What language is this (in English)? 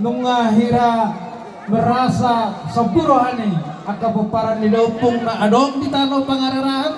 Batak Toba